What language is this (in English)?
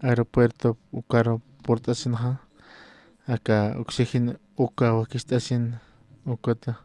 Aymara